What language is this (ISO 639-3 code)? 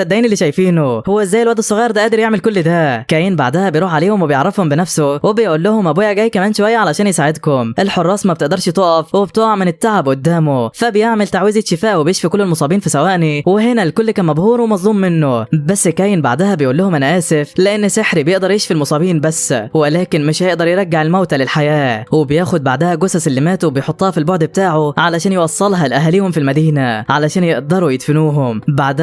arz